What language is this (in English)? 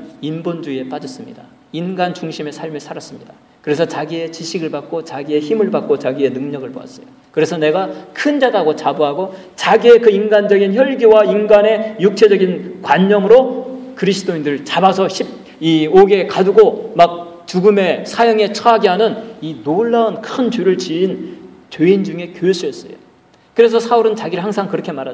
Korean